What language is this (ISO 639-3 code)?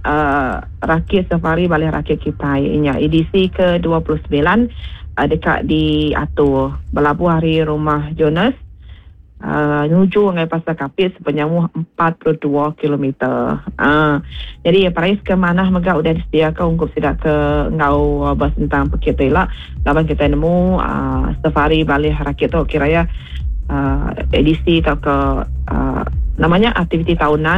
iba